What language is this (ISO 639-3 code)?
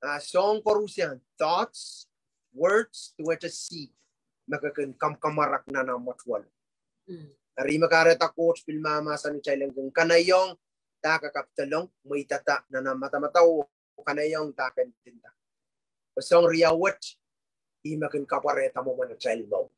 pon